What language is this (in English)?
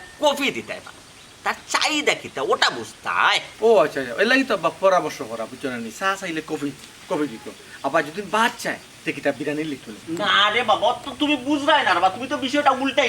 Sylheti